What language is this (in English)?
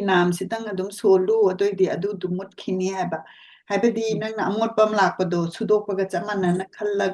Manipuri